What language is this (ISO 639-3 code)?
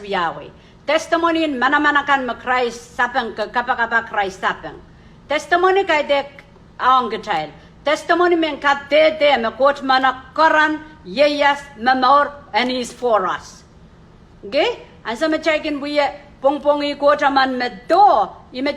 pon